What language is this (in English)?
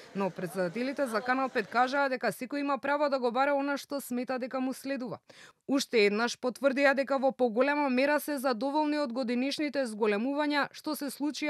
Macedonian